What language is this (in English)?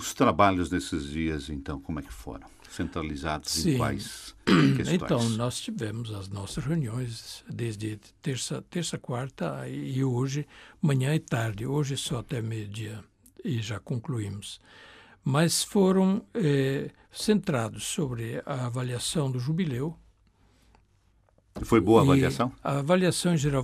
Portuguese